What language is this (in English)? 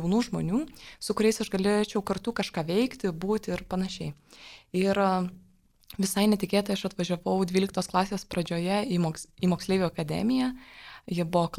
Lithuanian